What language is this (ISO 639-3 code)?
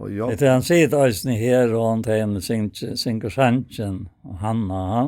fao